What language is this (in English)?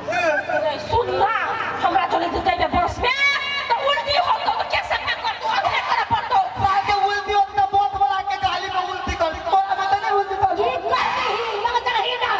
Maithili